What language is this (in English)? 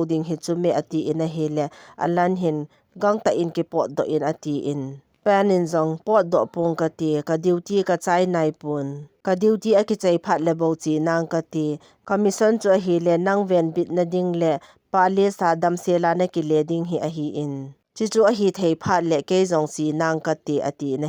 Thado Chin